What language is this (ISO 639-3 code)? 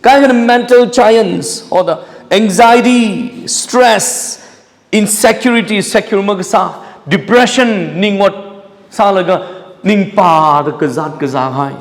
nmf